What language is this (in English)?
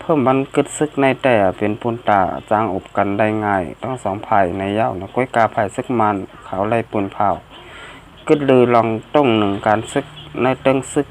Shan